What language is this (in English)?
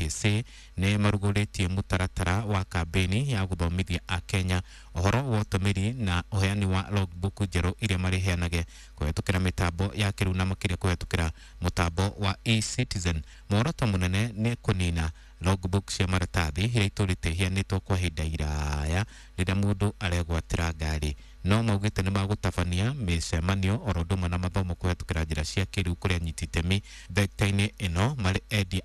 Kikuyu